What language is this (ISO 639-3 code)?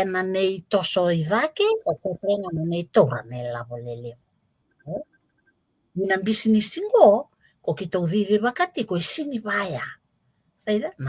fij